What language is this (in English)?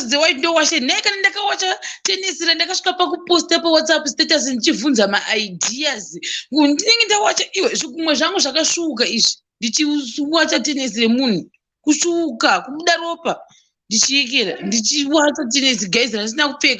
Shona